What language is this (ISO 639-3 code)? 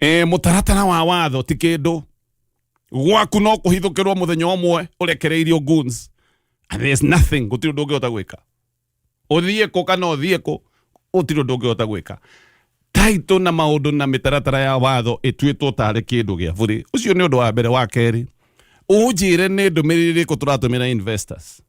kik